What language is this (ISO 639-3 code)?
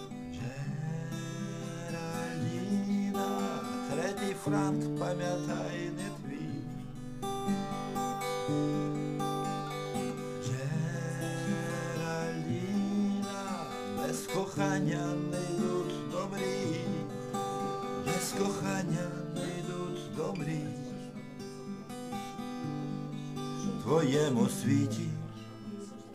ukr